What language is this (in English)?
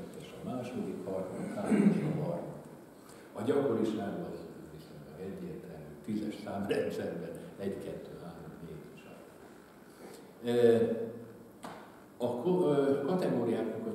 Hungarian